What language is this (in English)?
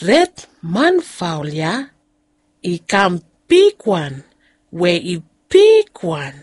Bislama